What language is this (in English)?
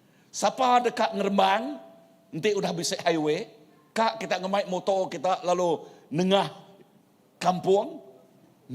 Iban